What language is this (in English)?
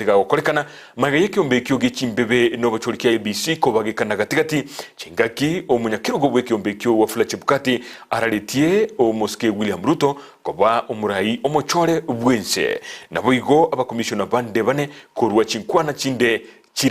Gusii